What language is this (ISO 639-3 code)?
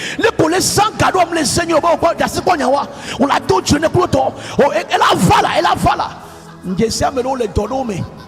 ewe